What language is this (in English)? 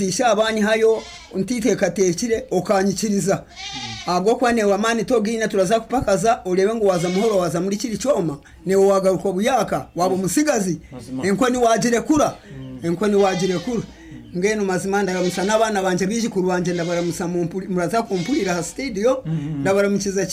Nyankole